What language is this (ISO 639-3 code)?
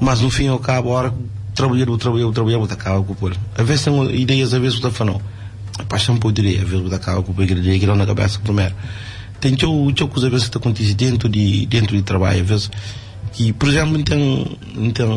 kea